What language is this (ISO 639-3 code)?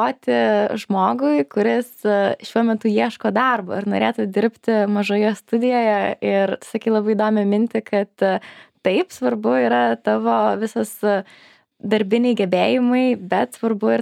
lit